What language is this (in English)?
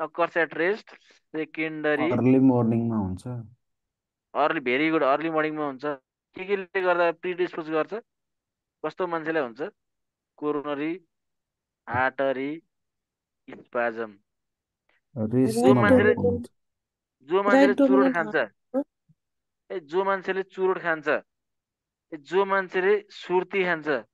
Nepali